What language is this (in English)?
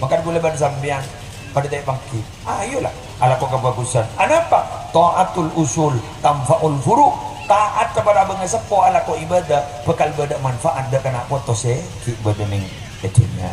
Madurese